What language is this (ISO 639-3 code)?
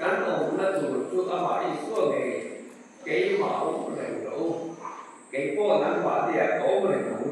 lus